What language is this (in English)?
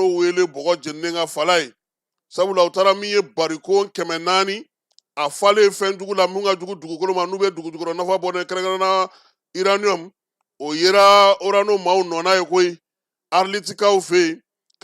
Bambara